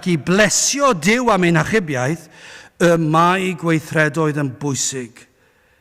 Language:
Welsh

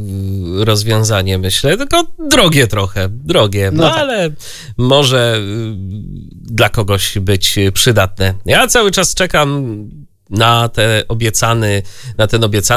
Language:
Polish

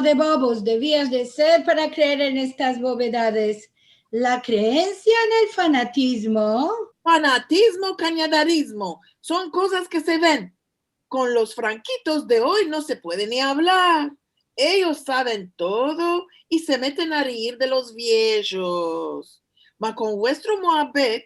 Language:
Ladino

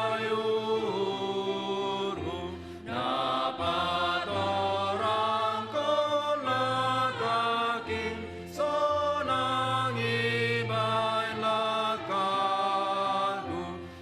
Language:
Batak Simalungun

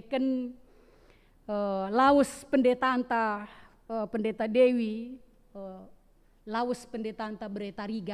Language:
Batak Karo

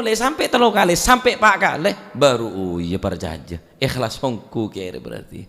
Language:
Madurese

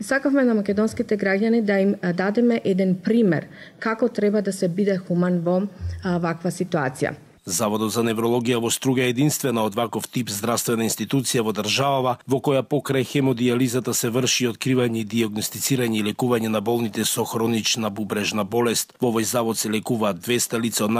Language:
Macedonian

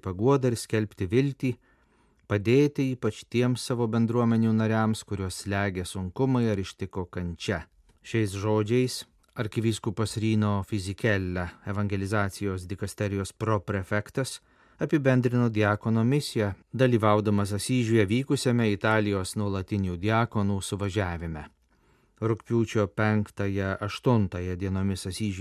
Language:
Lithuanian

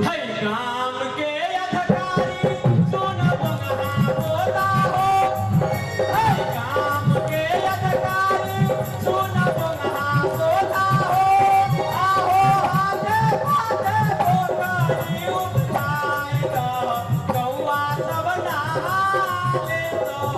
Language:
Maithili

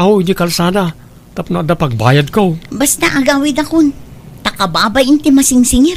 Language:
Iloko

